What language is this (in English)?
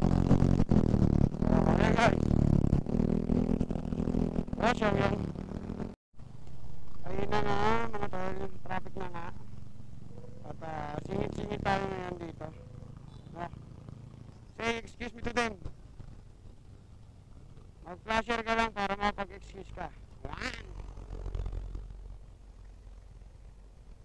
Filipino